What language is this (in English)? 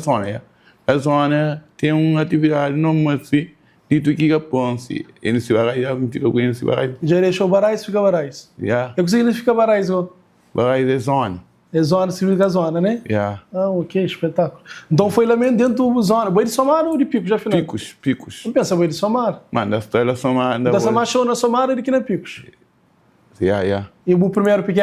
Kabuverdianu